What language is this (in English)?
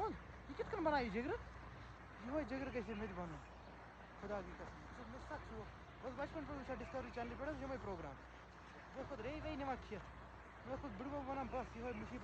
Kashmiri